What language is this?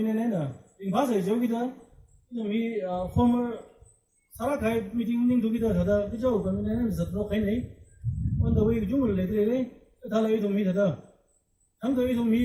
Tangkhul Naga (India)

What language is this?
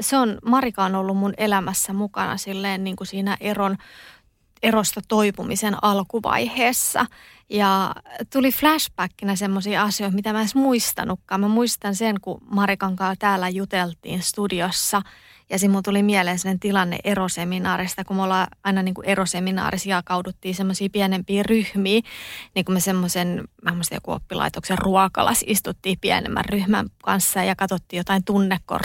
Finnish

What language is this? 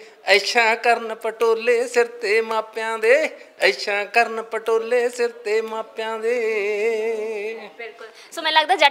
Punjabi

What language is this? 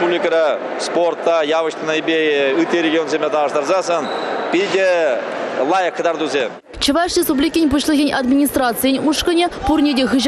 Chuvash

